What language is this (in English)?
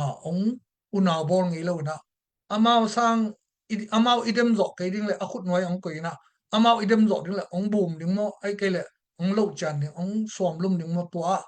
Tedim Chin